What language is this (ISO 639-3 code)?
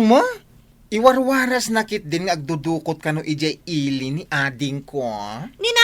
ilo